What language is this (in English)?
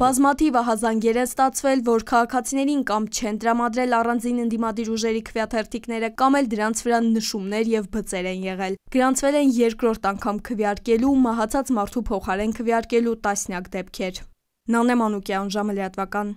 Armenian